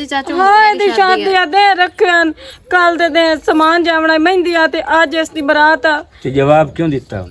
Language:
Western Panjabi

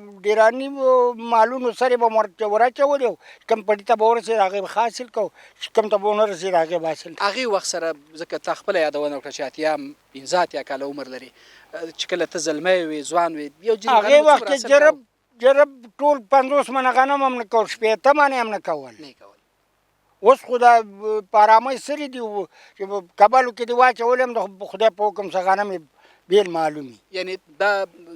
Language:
Pashto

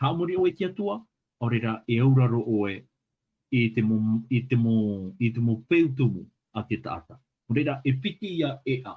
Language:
Tahitian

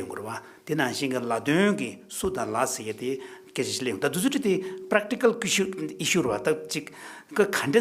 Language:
Tibetan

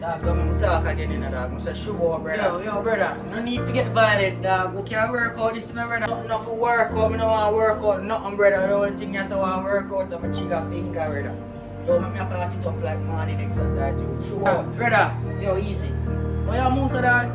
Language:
Jamaican Creole English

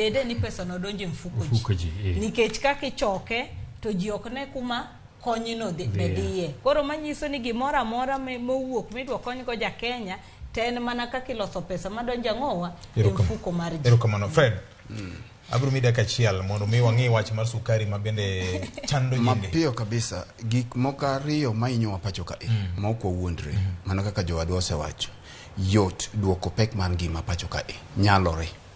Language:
Luo (Kenya and Tanzania)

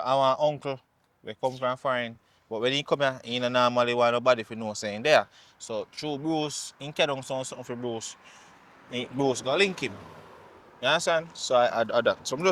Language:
Jamaican Creole English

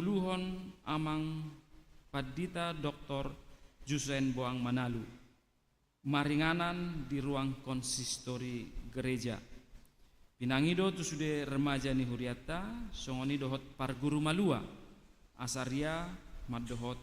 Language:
Batak Toba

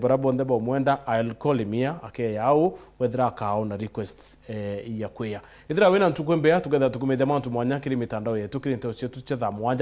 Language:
Meru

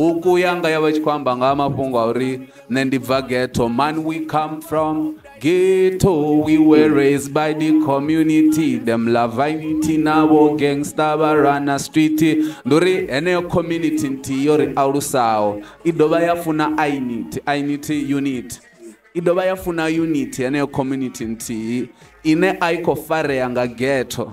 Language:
Venda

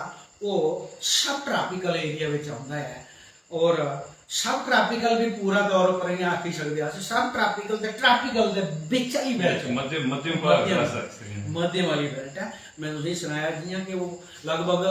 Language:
Dogri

